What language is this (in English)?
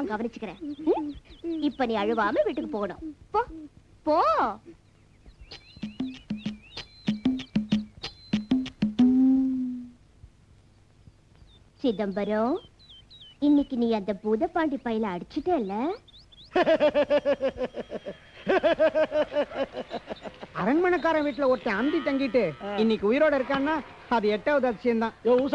Tamil